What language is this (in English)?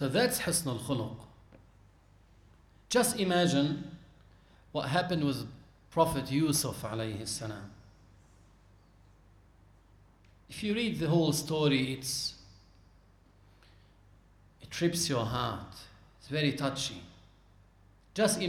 English